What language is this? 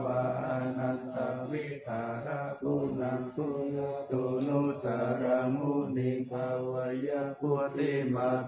Pali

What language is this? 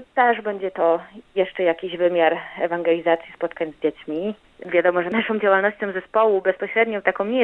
Polish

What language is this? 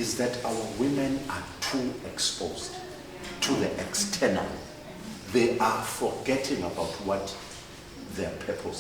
Zulu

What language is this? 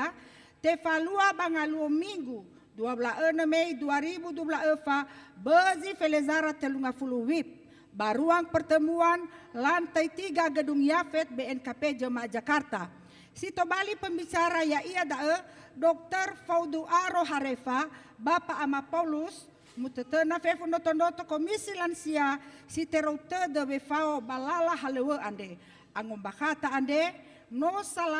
Nias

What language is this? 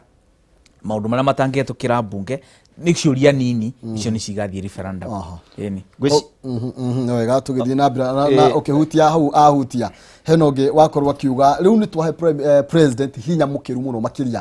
Kikuyu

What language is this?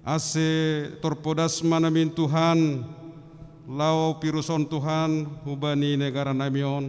Batak Simalungun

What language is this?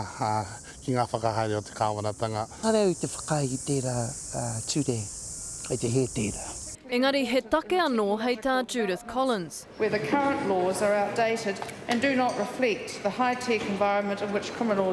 Māori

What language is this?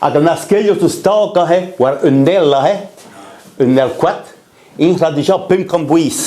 Breton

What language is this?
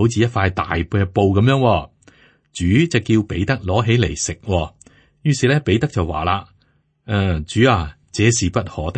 Cantonese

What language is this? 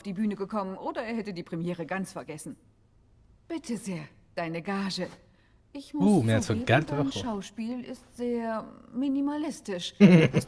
Swiss German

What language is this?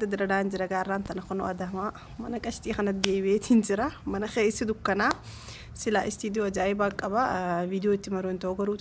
Oromo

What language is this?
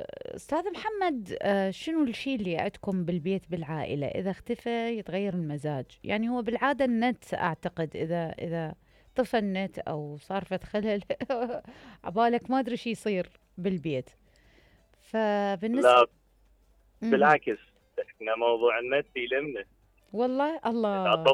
Mesopotamian Arabic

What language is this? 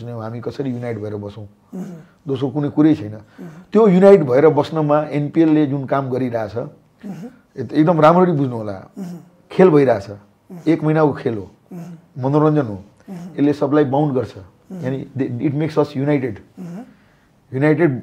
Nepali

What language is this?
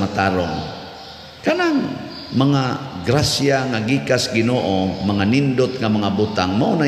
Cebuano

